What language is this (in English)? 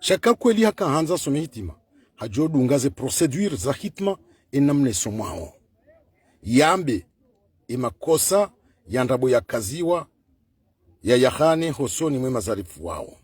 Ngazidja Comorian